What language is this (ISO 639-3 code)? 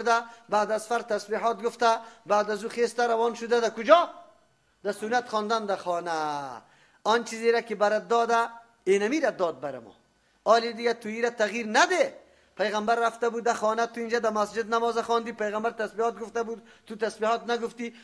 fas